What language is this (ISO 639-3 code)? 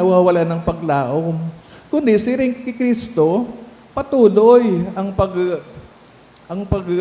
bik